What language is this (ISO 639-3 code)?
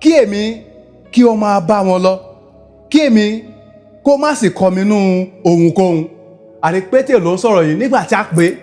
yor